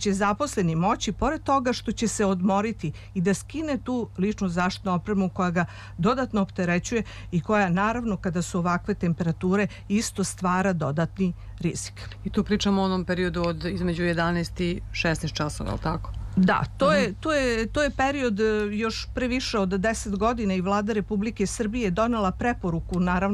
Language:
Serbian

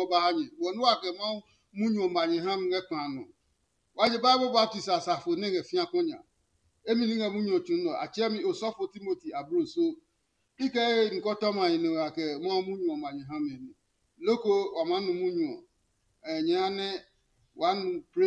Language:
Adangme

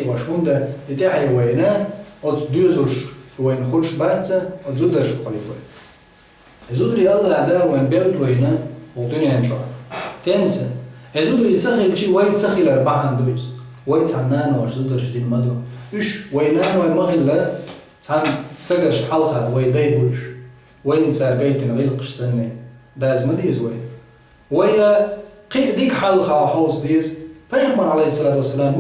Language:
Chechen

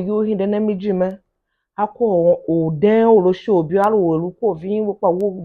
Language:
Tiv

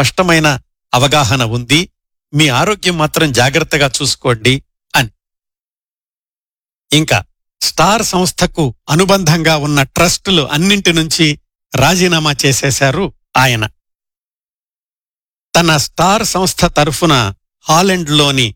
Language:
Telugu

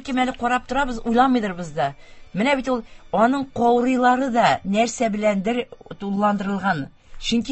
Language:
Tatar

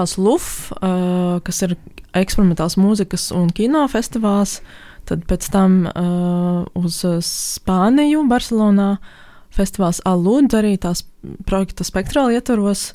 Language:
Latvian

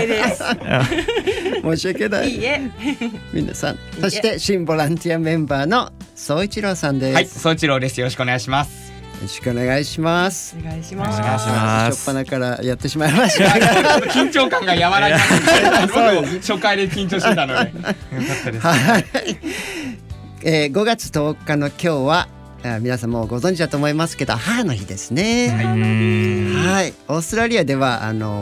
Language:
Japanese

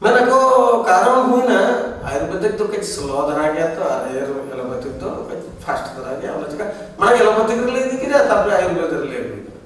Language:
Santali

